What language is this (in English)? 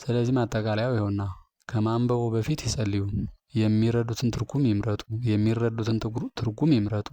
Amharic